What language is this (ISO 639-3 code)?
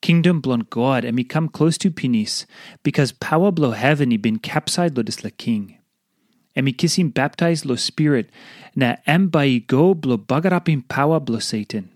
tpi